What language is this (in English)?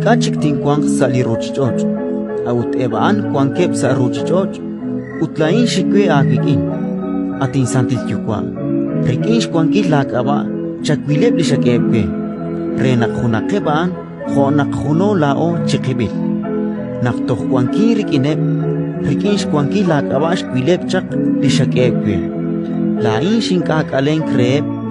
Kekchí